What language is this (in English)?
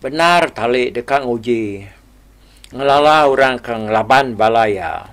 Iban